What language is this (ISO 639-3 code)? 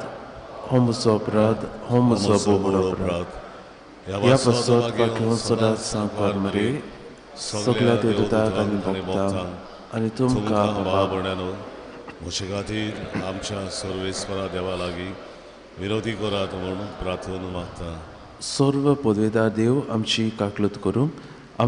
kok